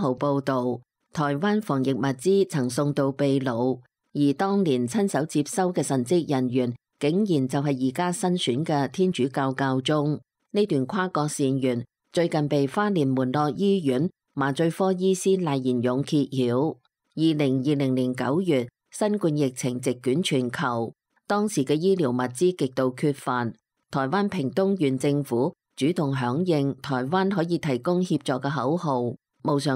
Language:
Cantonese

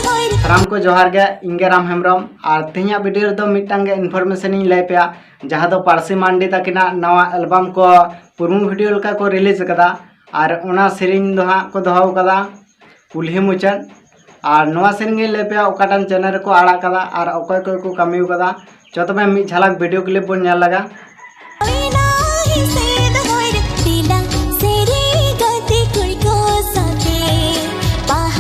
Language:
Santali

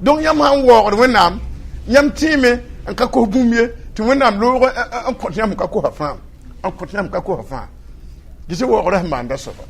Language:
Mossi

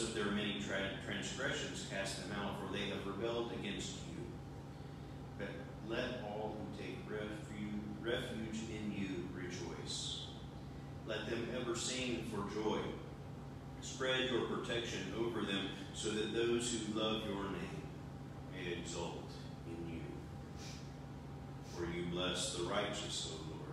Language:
English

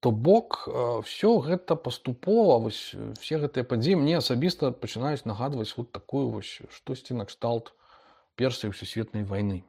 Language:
Belarusian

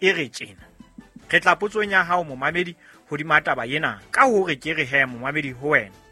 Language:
Southern Sotho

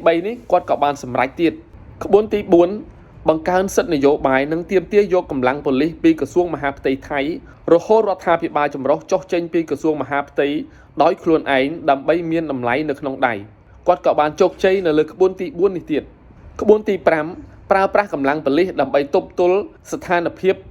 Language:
Khmer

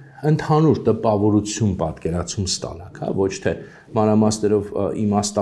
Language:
Armenian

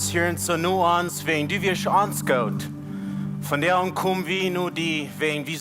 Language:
Plautdietsch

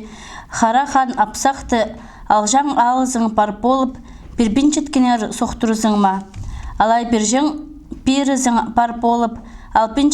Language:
Khakas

